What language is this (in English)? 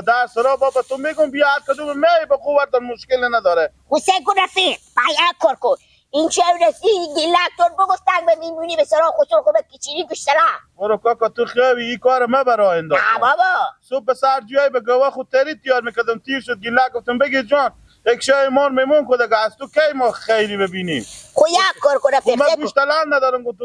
Persian